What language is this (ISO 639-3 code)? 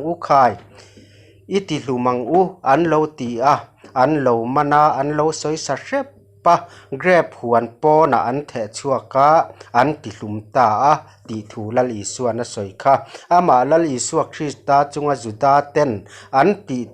lus